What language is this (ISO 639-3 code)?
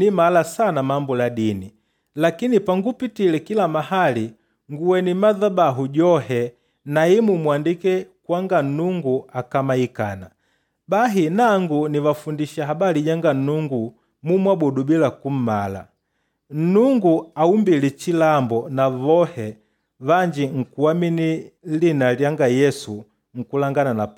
kde